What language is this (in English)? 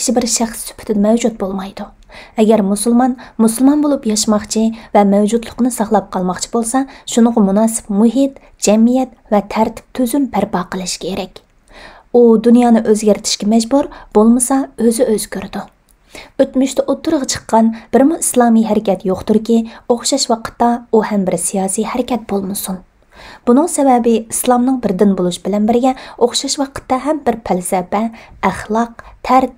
Uyghur